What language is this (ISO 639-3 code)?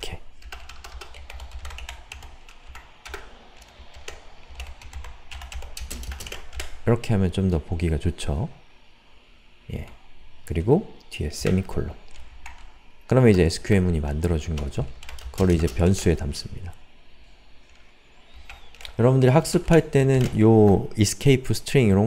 kor